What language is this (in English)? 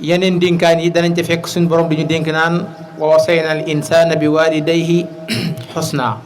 Wolof